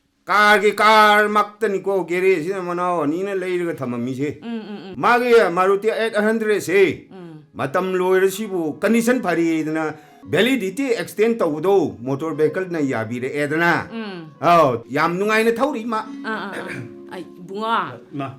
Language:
Manipuri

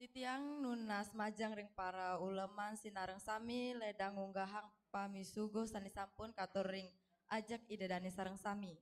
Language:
Balinese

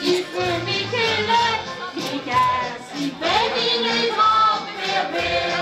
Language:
Limburgish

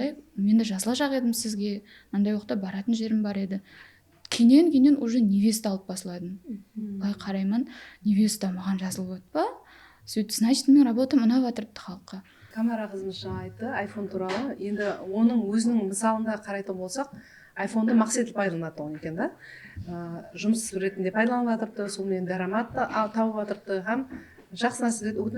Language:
Kara-Kalpak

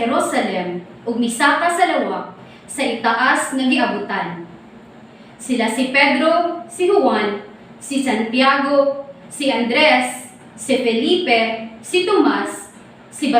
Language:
Cebuano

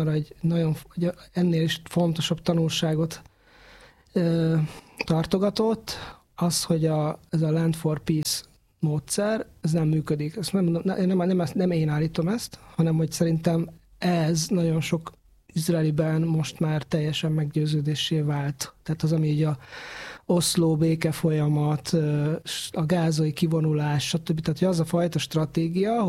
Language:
Hungarian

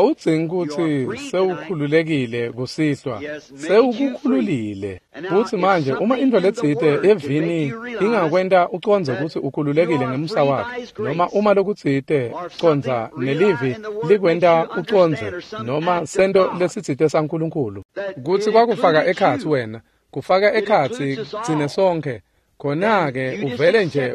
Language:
Swati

